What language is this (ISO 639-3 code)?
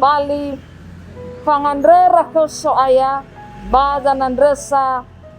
nia